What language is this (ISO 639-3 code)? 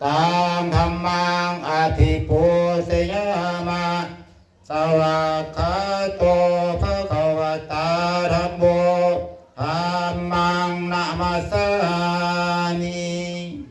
pli